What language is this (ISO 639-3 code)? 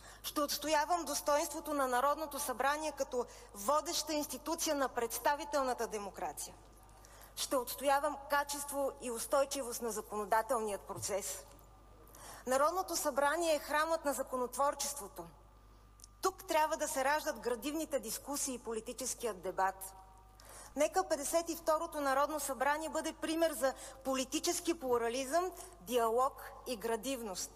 bul